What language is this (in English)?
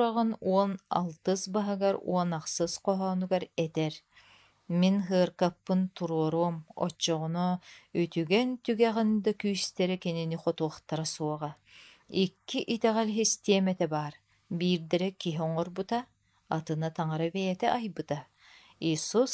Yakut